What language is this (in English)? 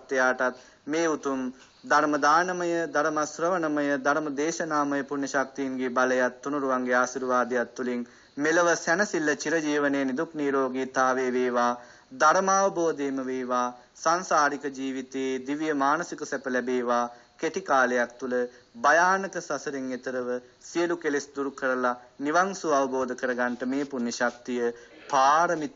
Sinhala